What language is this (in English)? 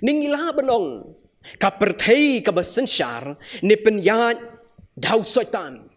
Khasi